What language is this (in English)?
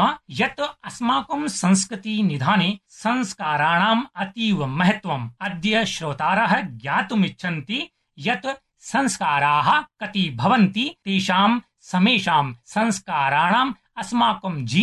Sanskrit